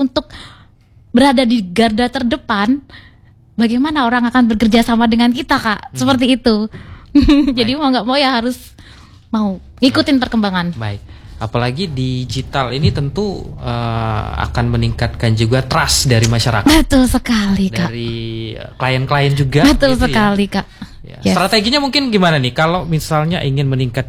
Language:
Indonesian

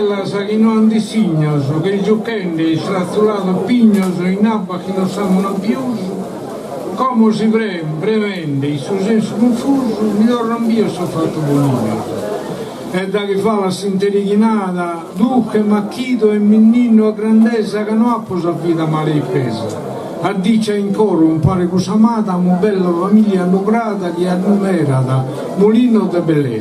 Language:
Sardinian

